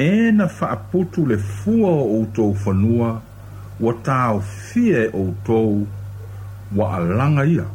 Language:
Samoan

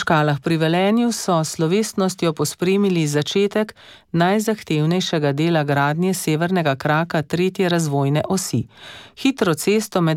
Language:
Slovenian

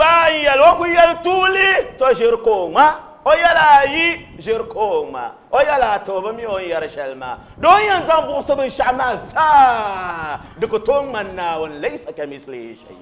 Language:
Dagbani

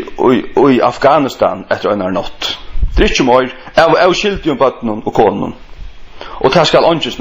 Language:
Faroese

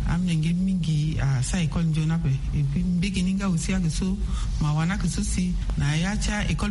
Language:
Sango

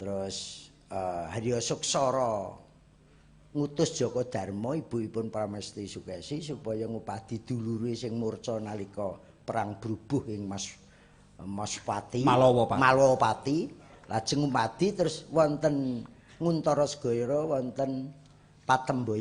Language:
Javanese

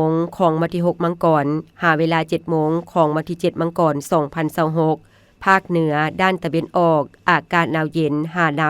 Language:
Lao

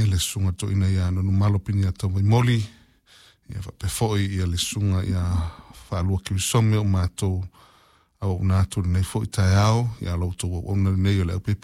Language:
Samoan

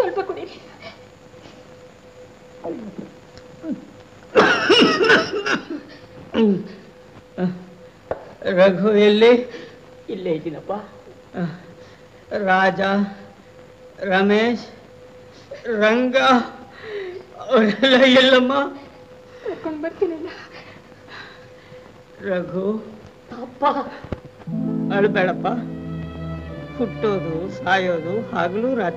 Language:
Kannada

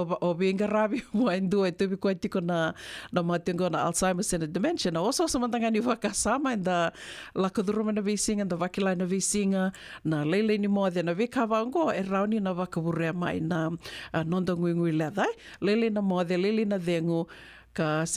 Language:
Fijian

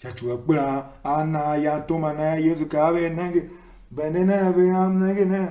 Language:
Tiv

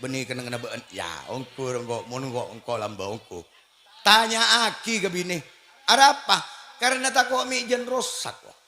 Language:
Madurese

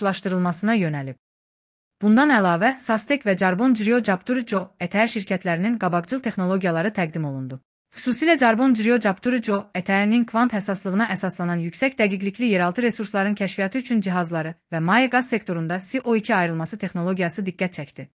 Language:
Azerbaijani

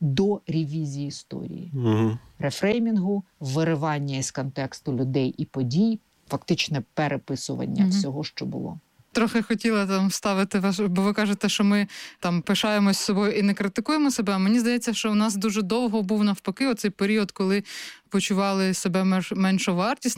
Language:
Ukrainian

